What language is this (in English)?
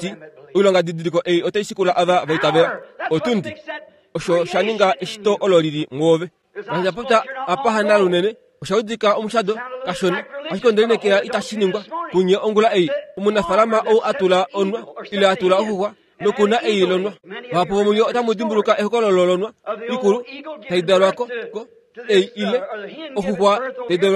Kuanyama